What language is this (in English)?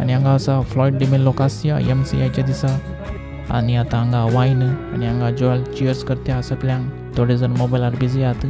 Konkani